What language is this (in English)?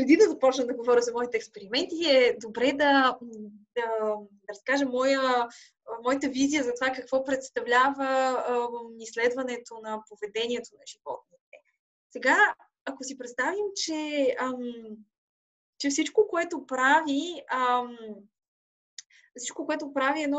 Bulgarian